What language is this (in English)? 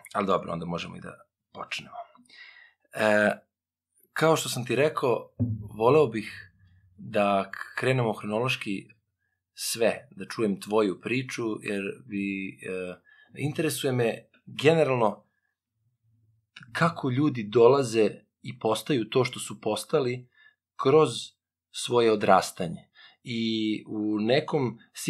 Serbian